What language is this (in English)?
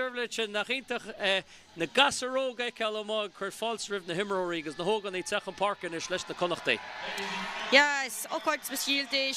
Irish